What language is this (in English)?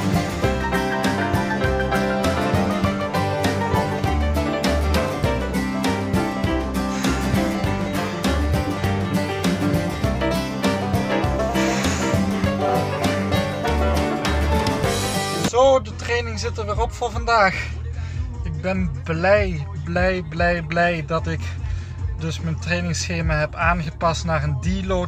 Dutch